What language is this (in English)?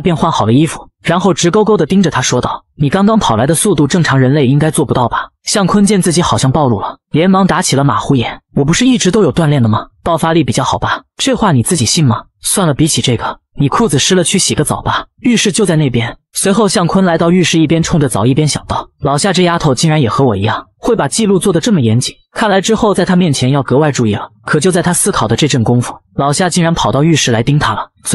Chinese